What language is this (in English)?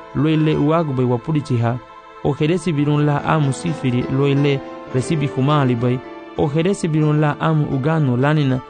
Garifuna